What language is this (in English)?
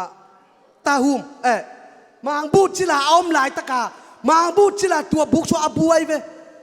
Tedim Chin